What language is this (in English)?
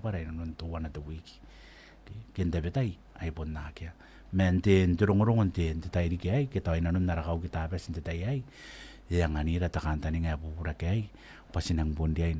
Gilbertese